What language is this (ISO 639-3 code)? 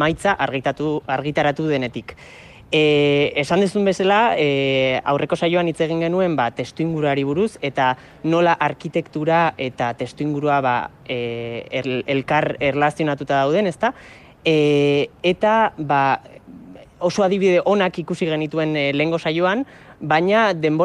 eus